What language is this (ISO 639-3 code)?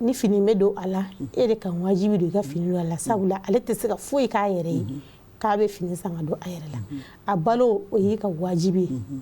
bam